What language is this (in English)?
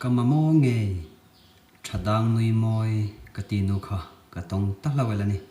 Hmar